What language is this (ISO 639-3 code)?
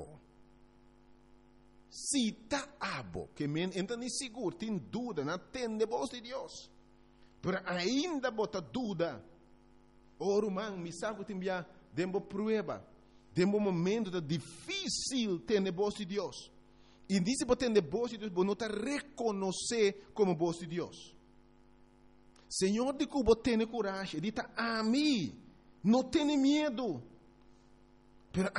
pap